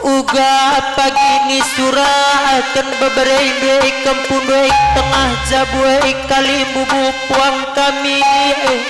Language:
Batak Karo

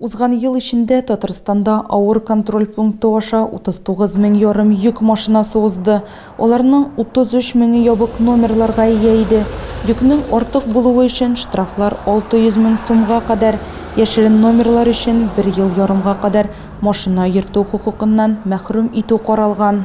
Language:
Tatar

